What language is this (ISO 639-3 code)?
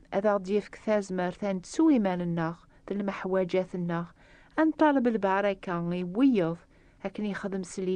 kab